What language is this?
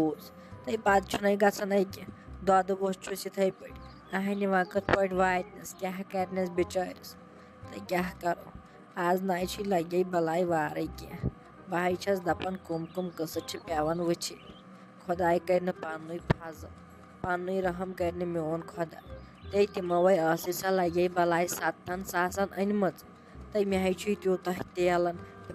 Kashmiri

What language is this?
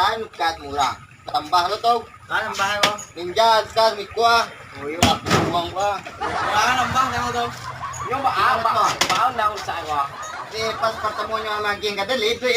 Minangkabau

